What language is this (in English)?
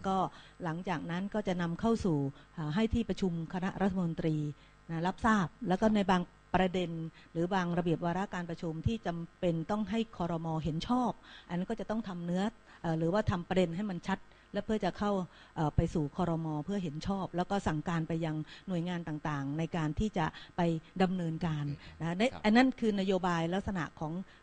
Thai